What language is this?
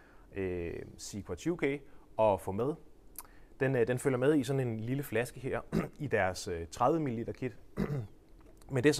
Danish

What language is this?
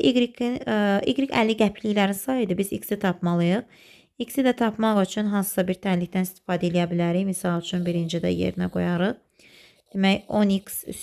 Azerbaijani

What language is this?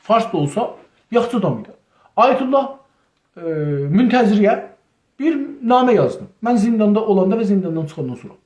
South Azerbaijani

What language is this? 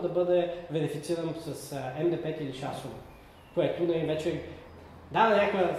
Bulgarian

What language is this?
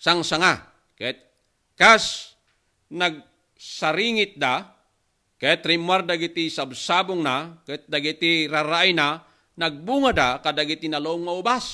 Iloko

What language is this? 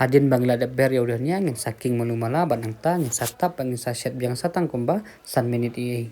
Khasi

